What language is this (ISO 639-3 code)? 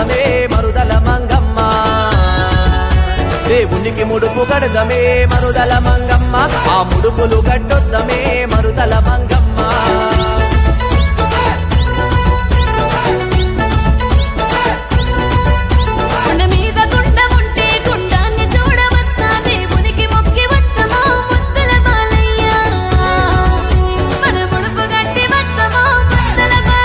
tel